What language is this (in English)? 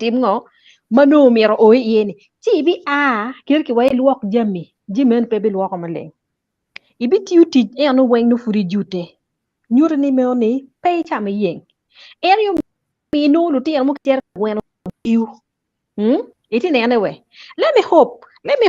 Acoli